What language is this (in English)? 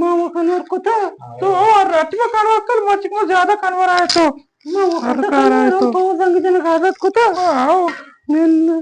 Eastern Balochi